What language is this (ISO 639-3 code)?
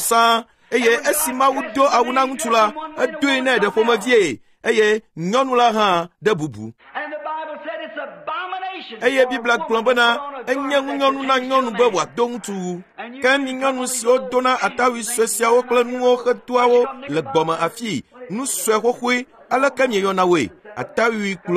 ewe